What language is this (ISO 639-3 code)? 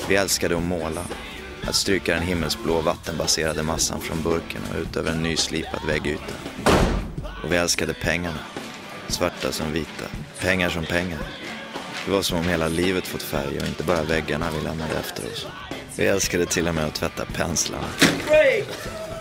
swe